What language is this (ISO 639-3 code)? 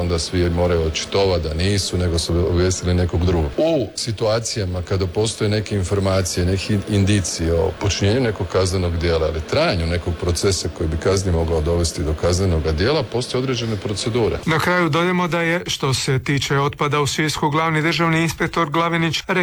hrv